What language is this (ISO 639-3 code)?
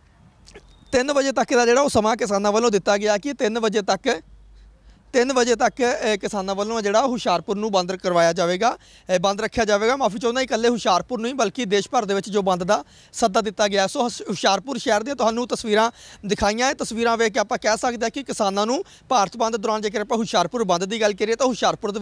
pan